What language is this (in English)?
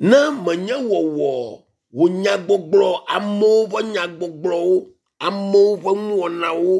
Ewe